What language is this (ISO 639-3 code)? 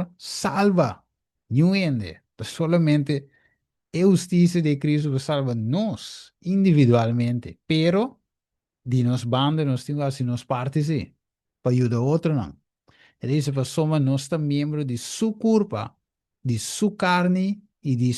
pap